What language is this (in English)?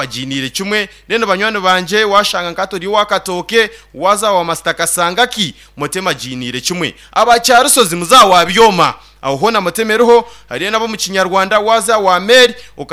Nyankole